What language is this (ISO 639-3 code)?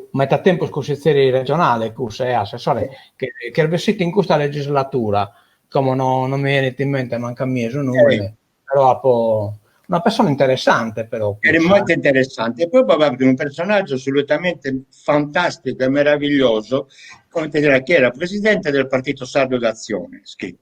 srd